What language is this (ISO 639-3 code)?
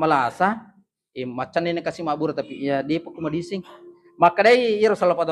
bug